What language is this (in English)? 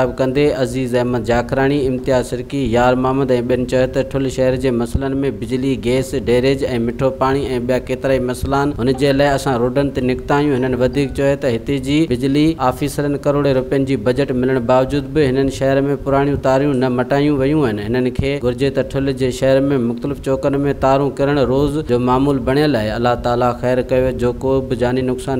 Sindhi